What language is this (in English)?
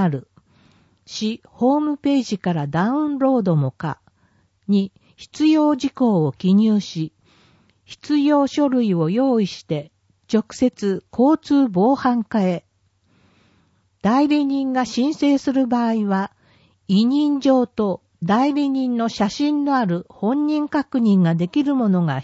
Japanese